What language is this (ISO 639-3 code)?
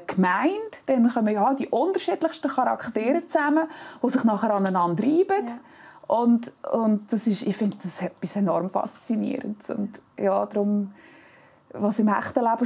gsw